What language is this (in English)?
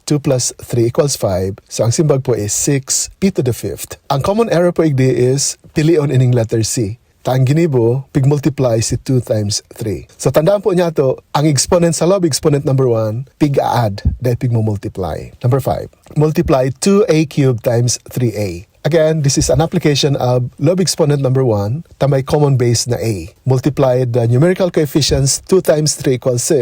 Bikol